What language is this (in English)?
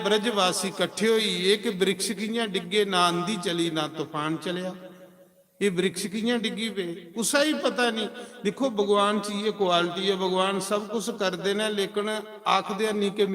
Dogri